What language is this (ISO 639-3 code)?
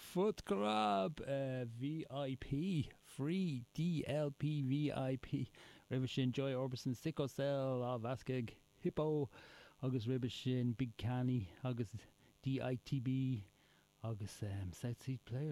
gle